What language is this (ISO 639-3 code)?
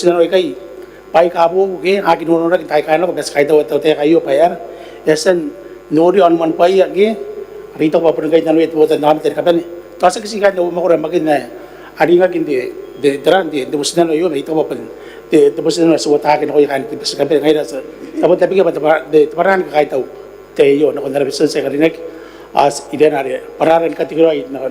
gil